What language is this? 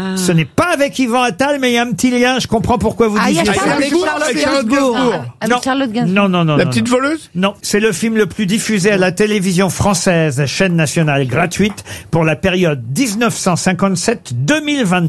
French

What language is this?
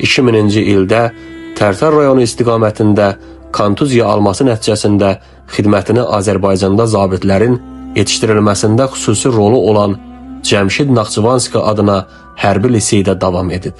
Azerbaijani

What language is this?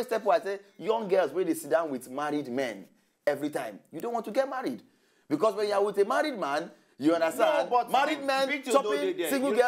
Nigerian Pidgin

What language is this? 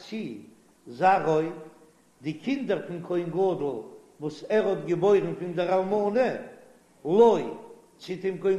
Yiddish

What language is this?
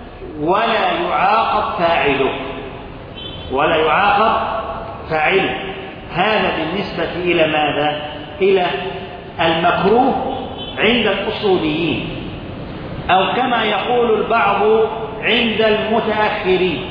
Arabic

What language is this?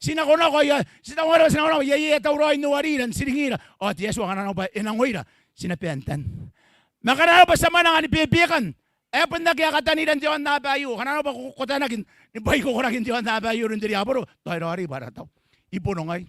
Gilbertese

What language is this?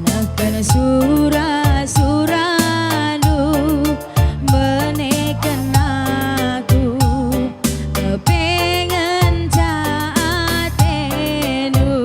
Batak Karo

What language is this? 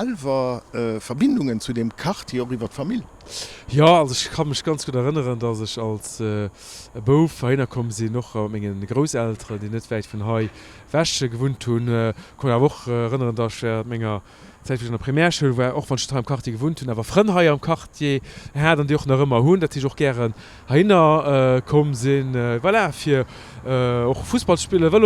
Luxembourgish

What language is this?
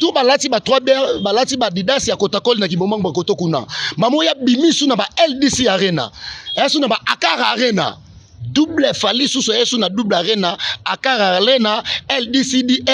Lingala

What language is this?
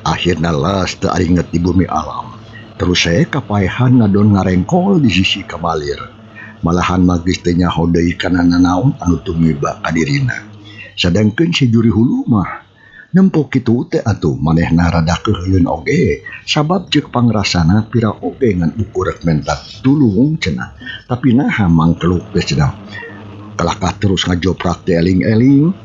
Sundanese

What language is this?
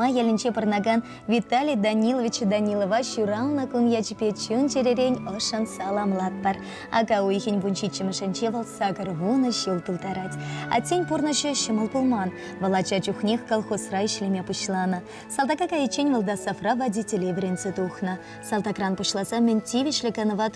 Chuvash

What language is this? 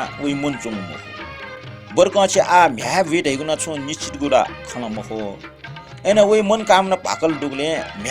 Newari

